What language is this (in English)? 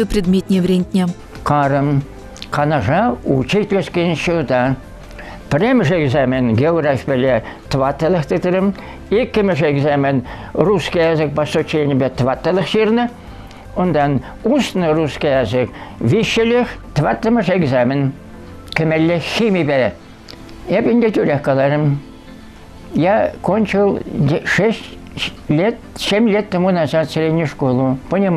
Chuvash